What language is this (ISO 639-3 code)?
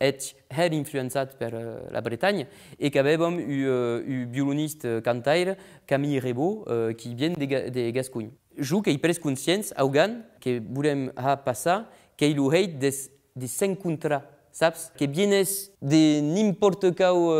oci